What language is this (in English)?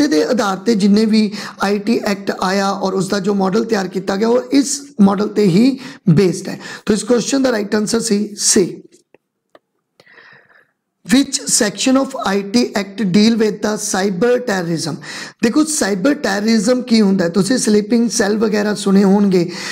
Punjabi